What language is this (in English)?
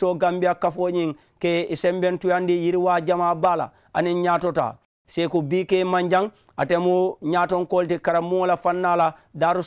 Mandingo